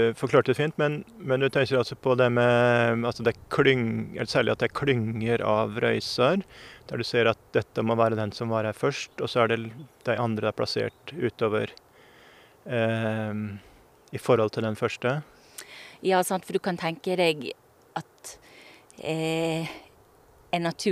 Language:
Norwegian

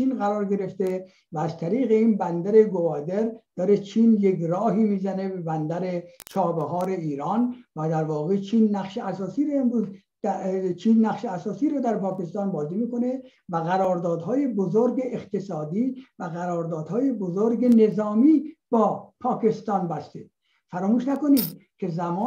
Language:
Persian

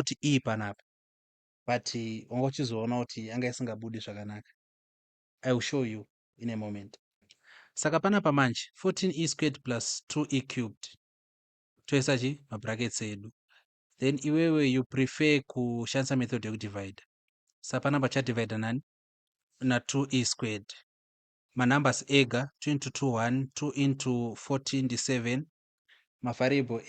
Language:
Shona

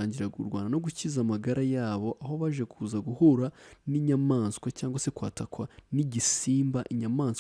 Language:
Kinyarwanda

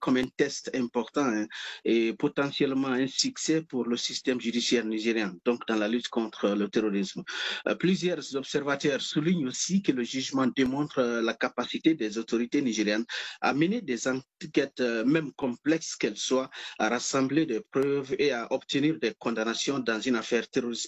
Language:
French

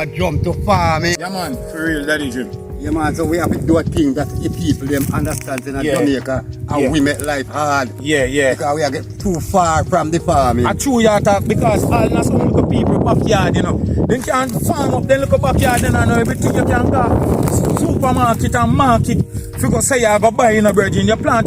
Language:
Jamaican Creole English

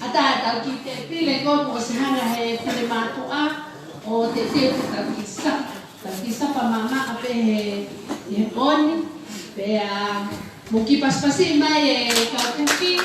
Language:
Tongan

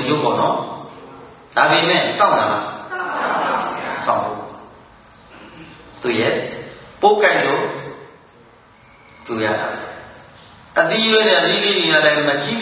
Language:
Burmese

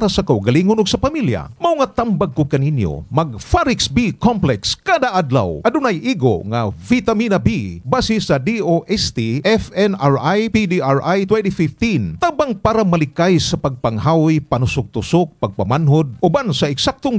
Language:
Cebuano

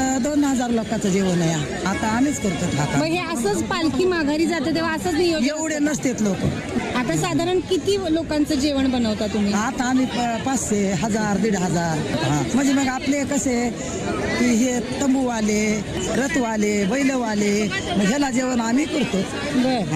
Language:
Marathi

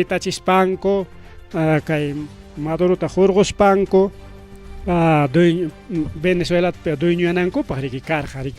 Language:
Ayacucho Quechua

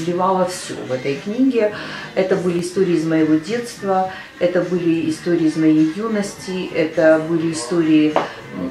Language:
Russian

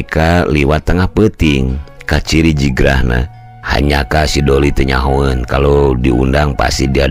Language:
Sundanese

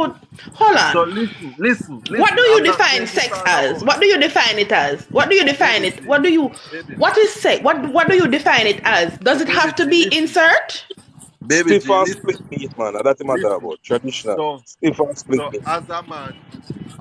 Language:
Jamaican Creole English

